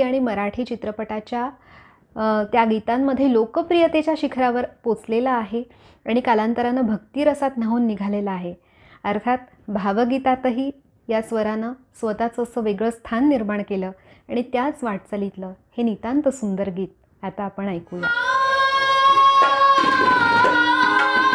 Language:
Marathi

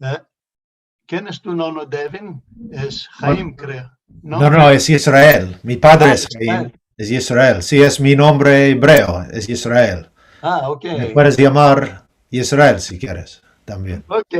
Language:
Ladino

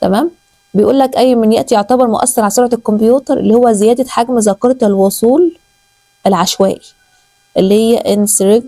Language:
Egyptian Arabic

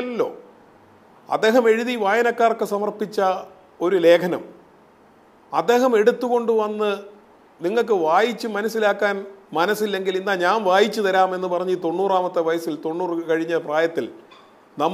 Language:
Malayalam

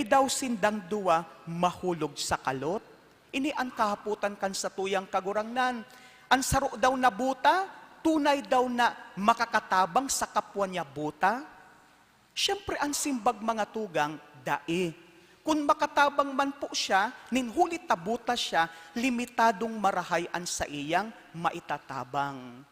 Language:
Bikol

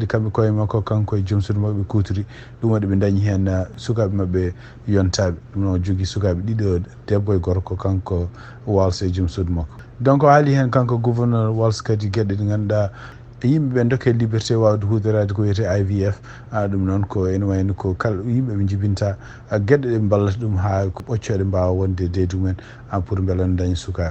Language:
Fula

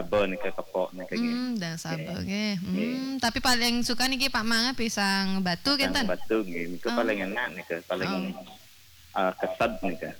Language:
Balinese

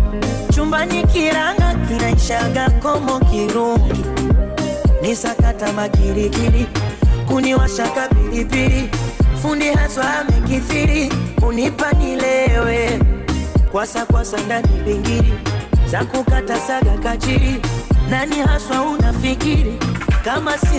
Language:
Swahili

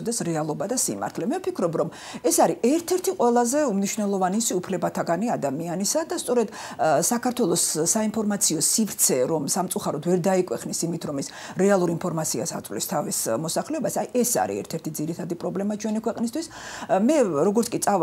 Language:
Georgian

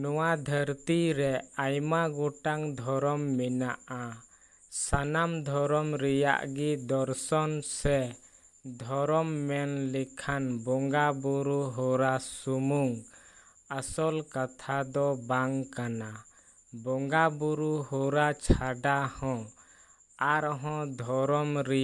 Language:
Santali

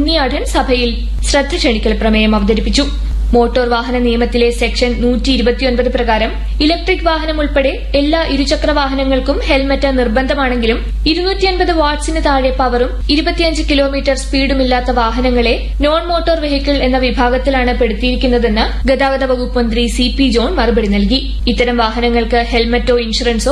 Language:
Malayalam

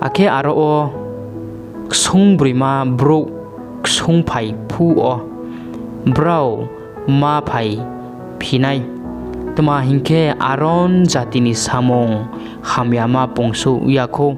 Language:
Riang (India)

